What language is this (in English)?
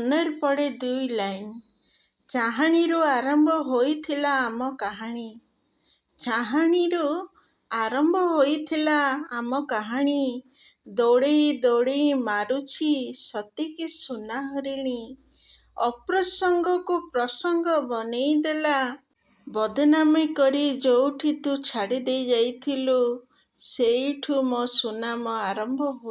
Odia